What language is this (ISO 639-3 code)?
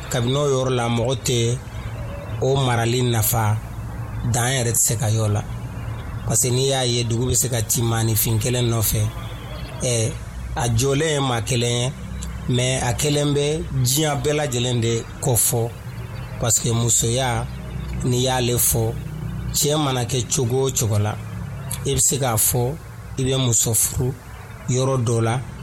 dyu